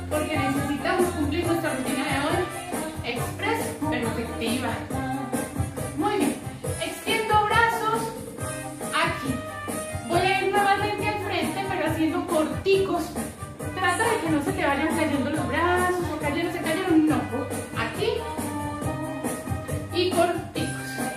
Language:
Spanish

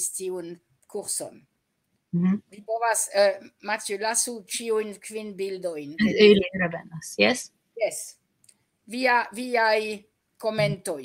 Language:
Esperanto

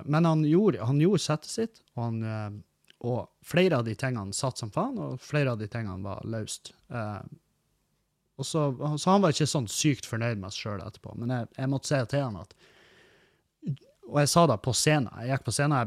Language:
Norwegian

